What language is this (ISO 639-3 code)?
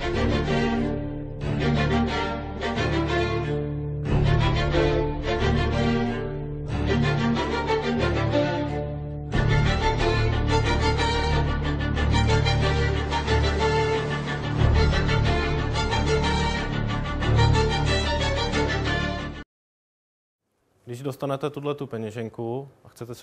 ces